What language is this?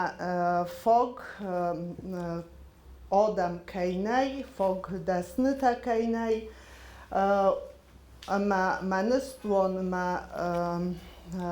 Ossetic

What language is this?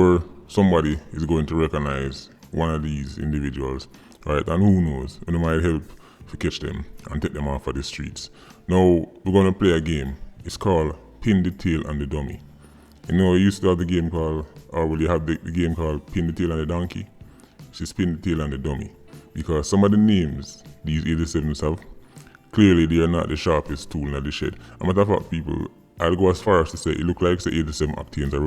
Jamaican Creole English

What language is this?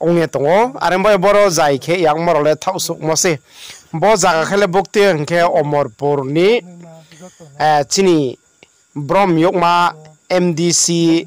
Riang (India)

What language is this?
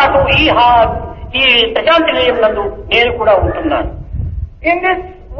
Telugu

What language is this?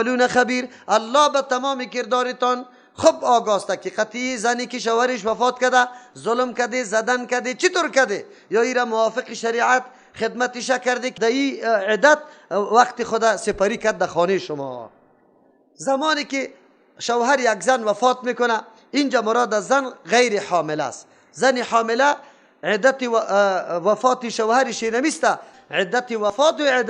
Persian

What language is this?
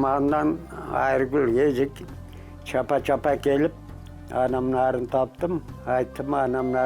Crimean Tatar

